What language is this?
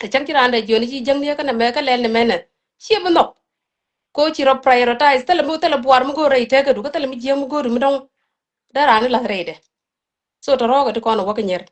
Nuer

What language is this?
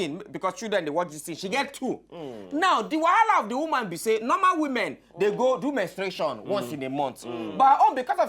Nigerian Pidgin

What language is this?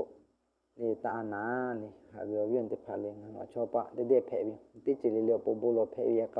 Lahu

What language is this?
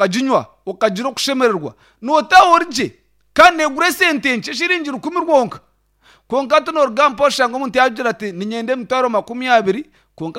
Nyankole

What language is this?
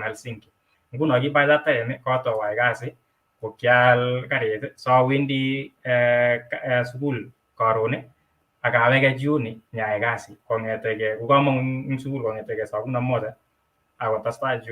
Kalenjin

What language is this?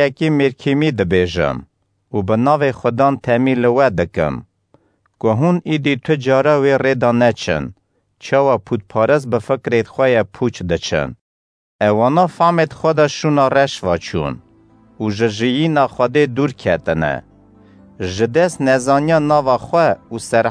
Kurdish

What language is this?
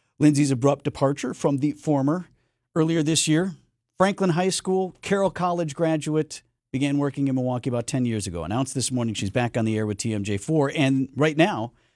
English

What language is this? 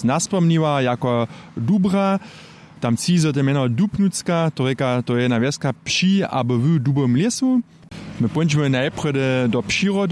Upper Sorbian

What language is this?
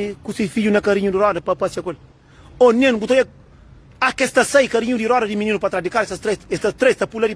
Kabuverdianu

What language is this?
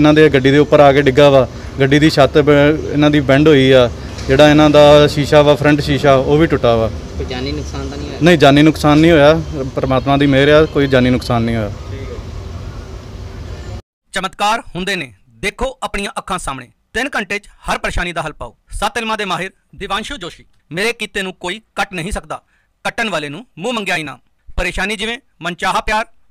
Punjabi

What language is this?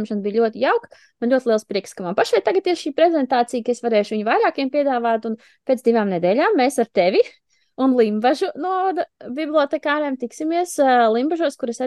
Latvian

